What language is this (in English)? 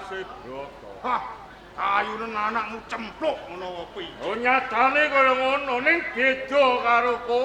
Javanese